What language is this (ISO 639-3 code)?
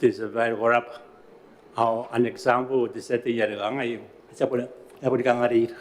gil